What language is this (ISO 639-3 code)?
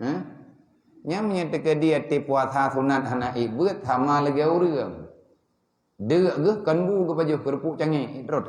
ace